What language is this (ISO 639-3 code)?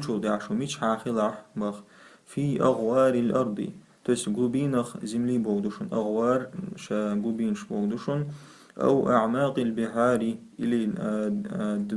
che